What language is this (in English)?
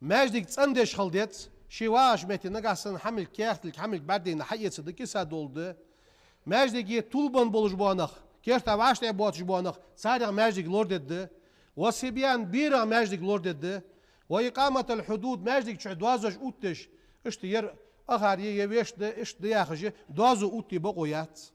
Ingush